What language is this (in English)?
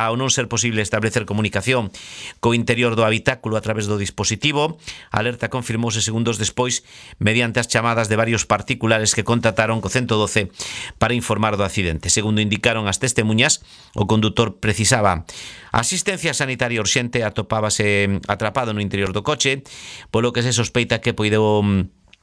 Galician